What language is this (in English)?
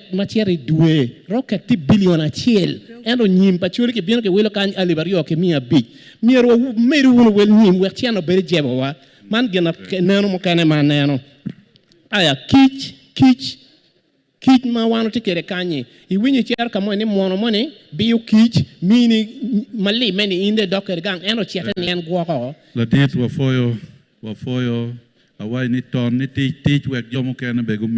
Acoli